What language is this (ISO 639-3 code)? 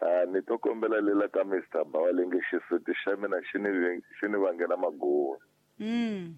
tso